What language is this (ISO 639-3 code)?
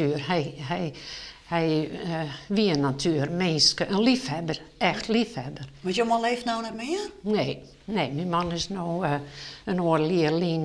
fry